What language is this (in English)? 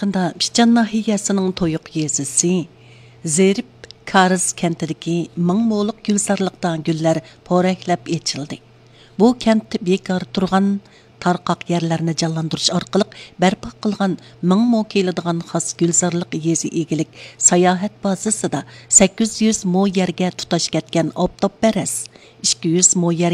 Uyghur